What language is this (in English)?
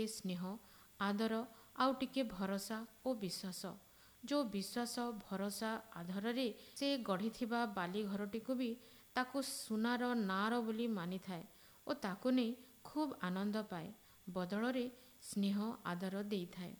Odia